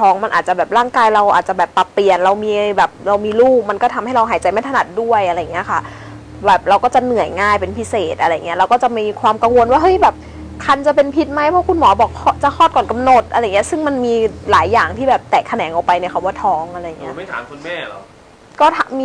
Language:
Thai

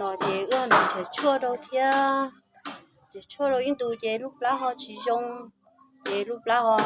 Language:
Hmong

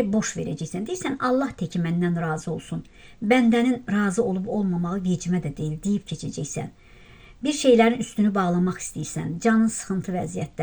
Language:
Azerbaijani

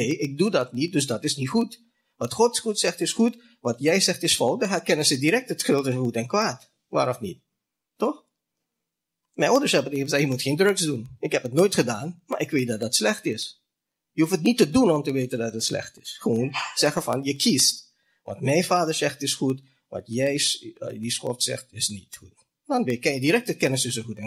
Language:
Dutch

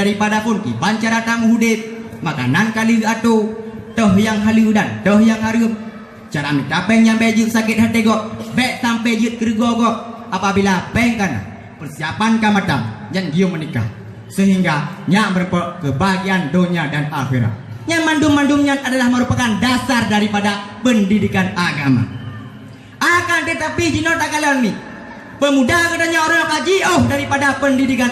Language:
Achinese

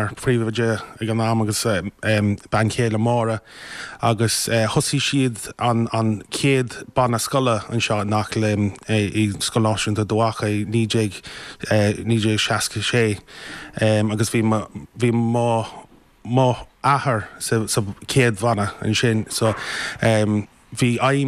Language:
Irish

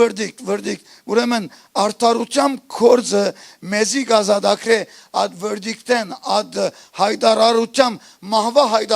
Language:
Western Armenian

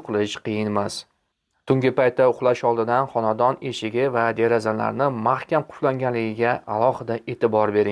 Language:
Uzbek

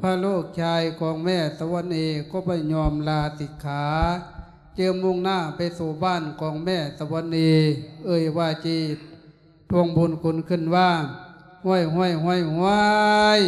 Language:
Lao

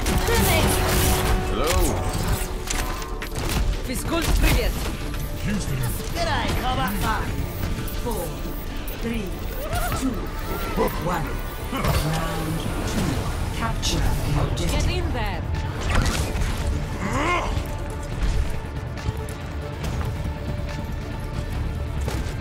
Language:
English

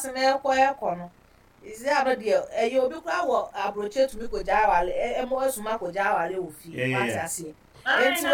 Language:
Akan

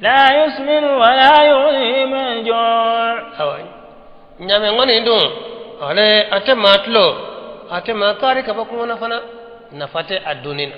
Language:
Bambara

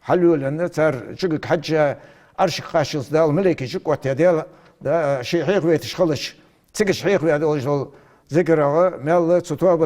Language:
Ingush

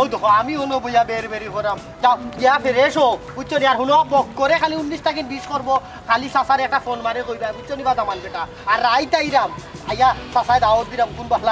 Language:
Sylheti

